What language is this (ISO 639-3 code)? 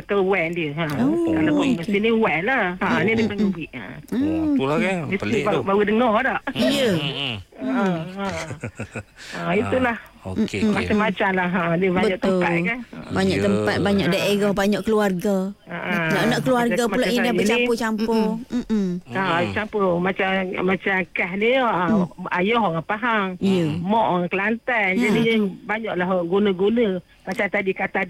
msa